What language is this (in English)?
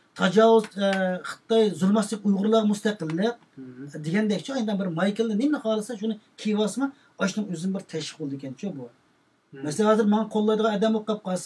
Uyghur